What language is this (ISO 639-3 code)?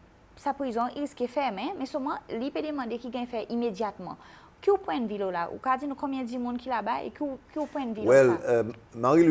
crs